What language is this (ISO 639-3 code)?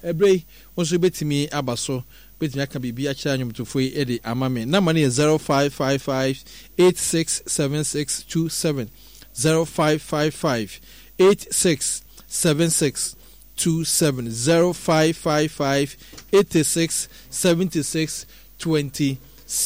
aka